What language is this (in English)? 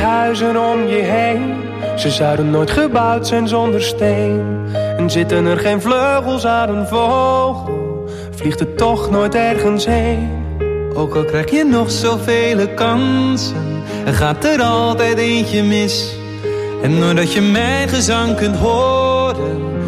Dutch